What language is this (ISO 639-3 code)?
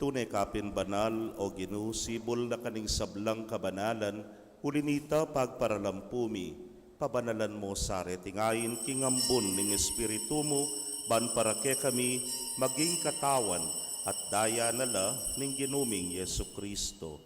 pam